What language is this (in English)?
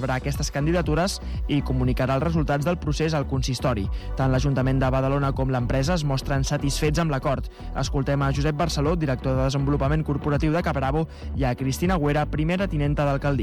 Catalan